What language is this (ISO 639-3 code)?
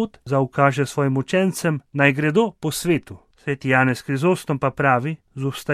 slv